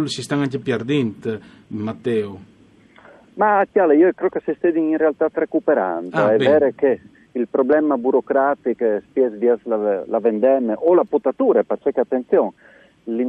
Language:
Friulian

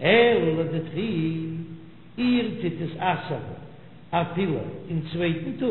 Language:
Yiddish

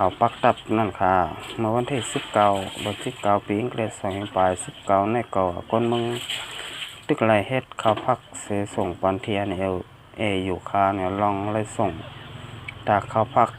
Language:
Shan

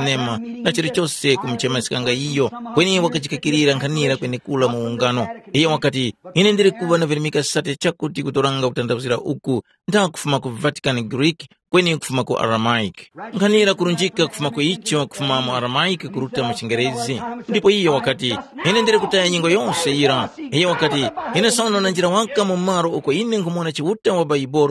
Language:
Tumbuka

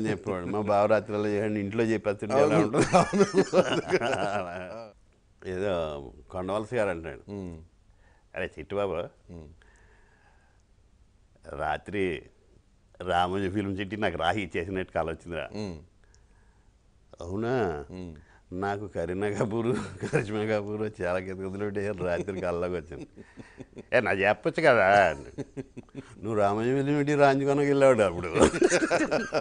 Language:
Telugu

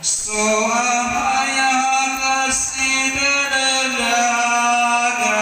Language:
Nias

